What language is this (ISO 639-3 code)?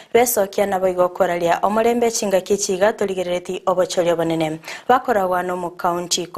guz